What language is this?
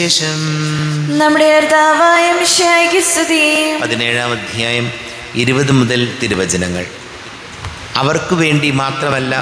Malayalam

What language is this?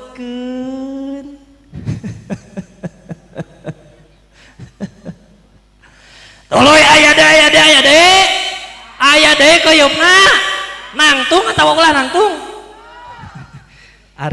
Sundanese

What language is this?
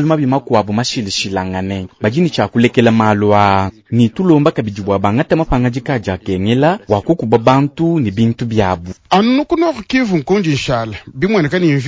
Luba-Lulua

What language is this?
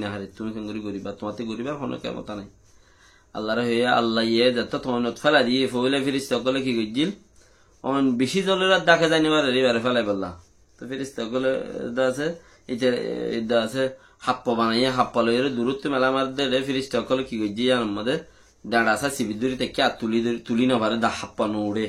Rohingya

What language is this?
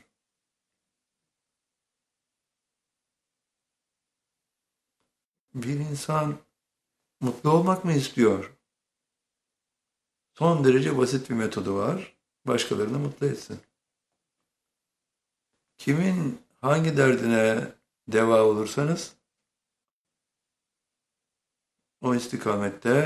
Turkish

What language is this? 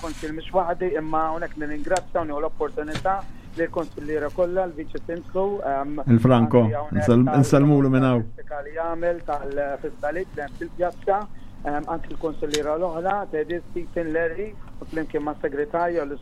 Maltese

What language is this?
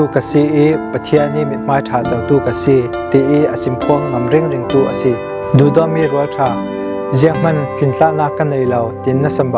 Falam Chin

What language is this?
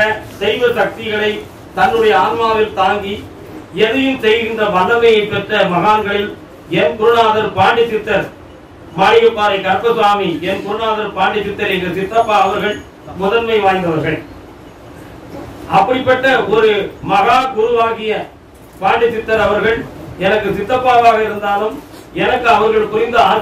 Tamil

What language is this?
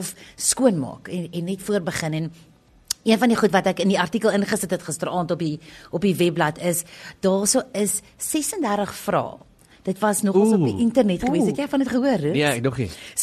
Afrikaans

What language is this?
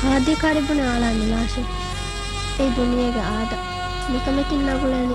Divehi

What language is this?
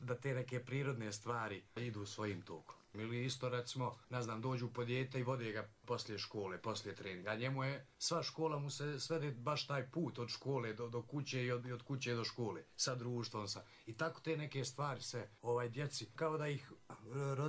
Croatian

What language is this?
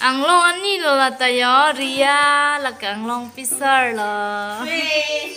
Karbi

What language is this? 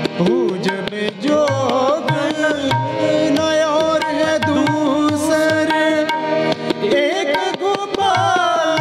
Punjabi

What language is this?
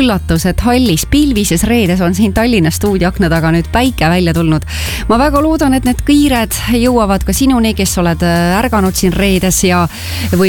Estonian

